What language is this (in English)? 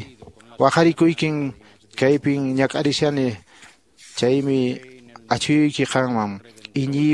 Quechua